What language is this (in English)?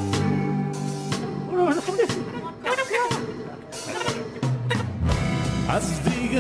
Bulgarian